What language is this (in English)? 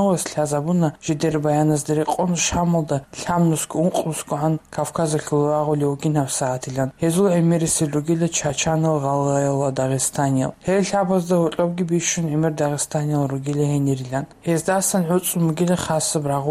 Avaric